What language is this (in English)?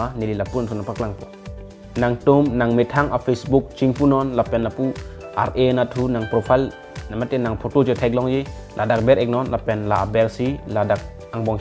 Karbi